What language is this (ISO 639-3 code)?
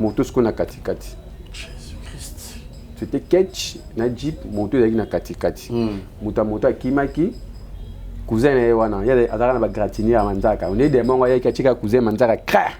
lin